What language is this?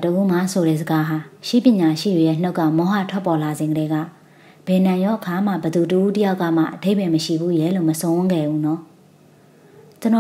Burmese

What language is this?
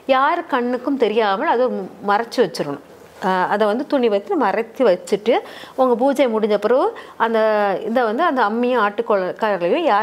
Tamil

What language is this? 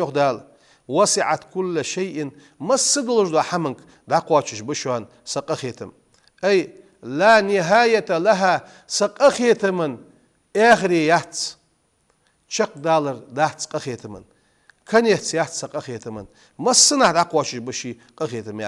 Ingush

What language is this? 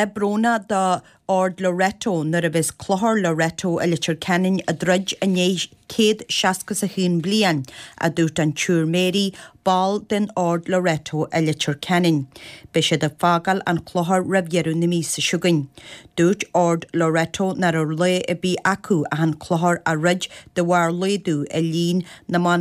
Irish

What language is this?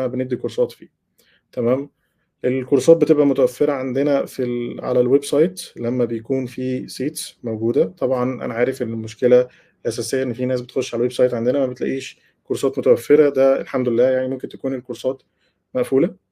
Egyptian Arabic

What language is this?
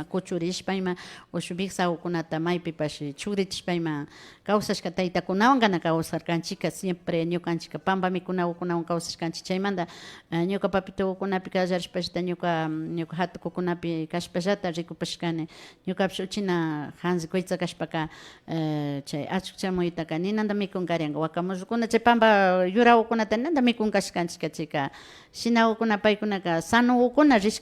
Imbabura Highland Quichua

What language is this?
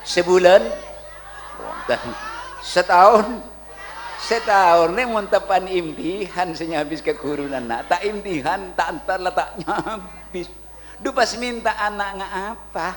Madurese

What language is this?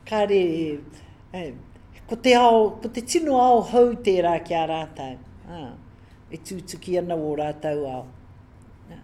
Māori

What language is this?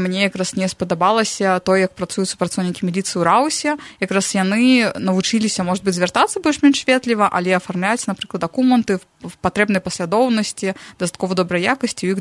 Belarusian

